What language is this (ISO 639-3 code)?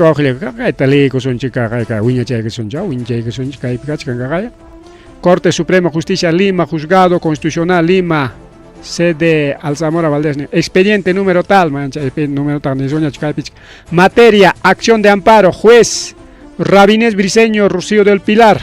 quy